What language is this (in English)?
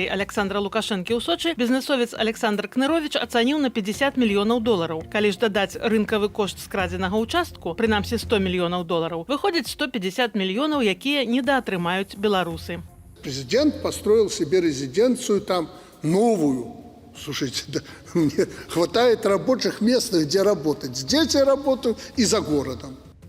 Belarusian